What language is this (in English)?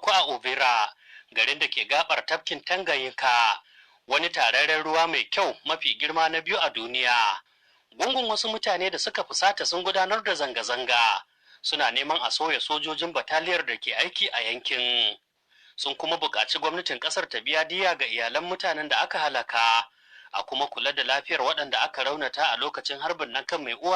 Hausa